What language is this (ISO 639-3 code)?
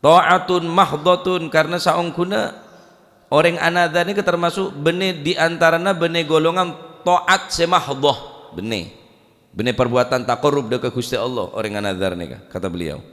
mad